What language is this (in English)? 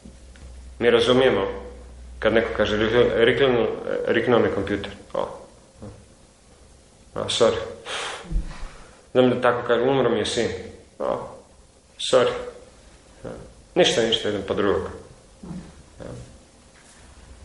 Croatian